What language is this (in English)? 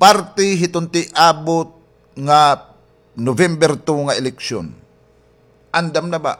Waray